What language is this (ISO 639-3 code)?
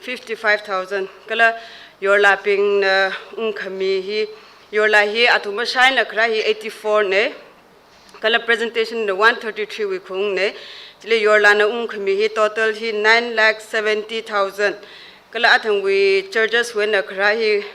nmf